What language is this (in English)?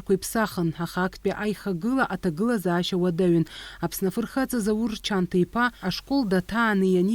Abkhazian